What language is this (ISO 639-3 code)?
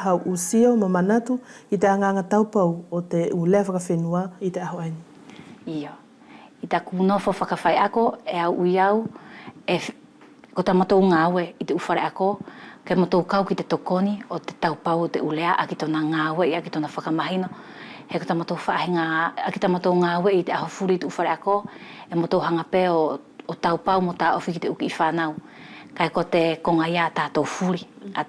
wls